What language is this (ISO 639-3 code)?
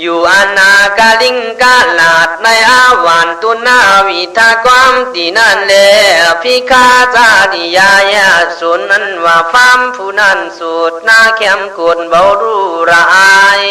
kkh